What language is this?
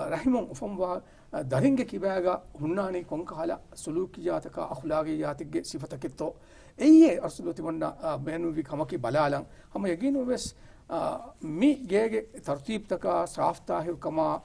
Divehi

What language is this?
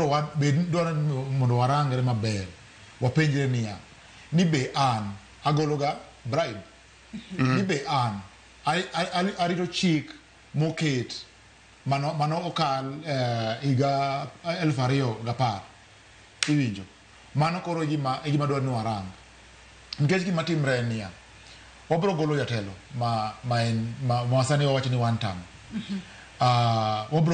Luo (Kenya and Tanzania)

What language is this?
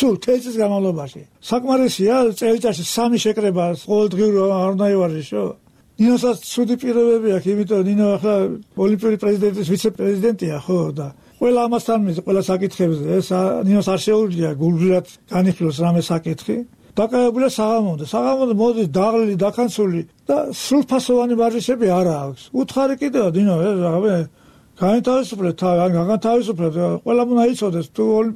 Georgian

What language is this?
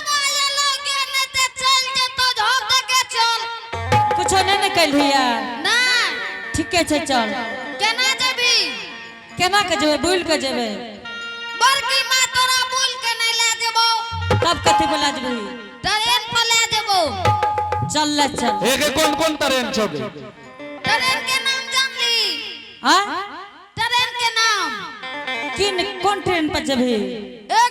Angika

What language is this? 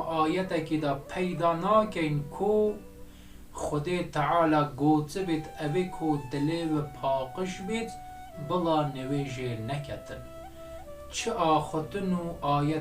Kurdish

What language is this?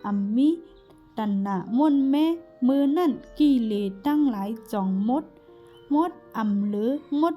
Shan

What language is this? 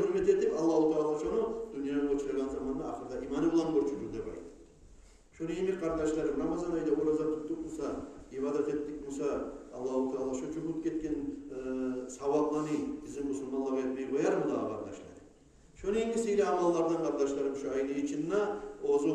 Kumyk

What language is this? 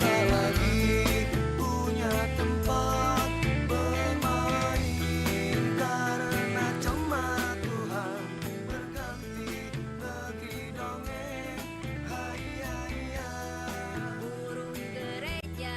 Nias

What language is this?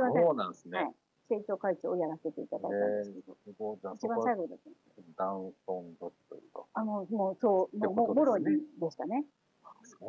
Japanese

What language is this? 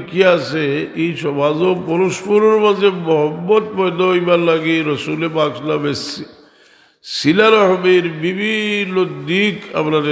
Sylheti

